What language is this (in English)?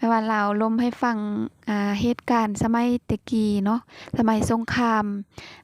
Lao